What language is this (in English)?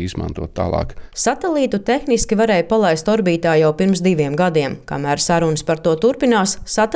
Latvian